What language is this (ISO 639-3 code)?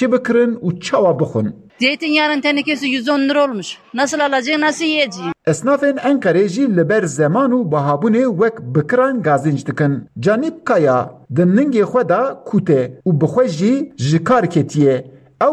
kur